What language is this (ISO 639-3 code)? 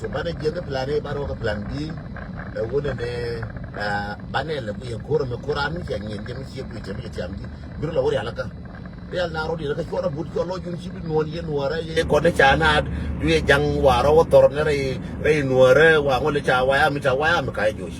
nus